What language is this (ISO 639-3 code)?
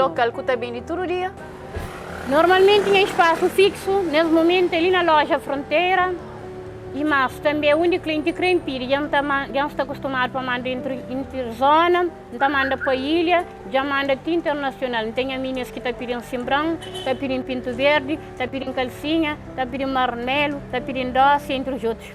kea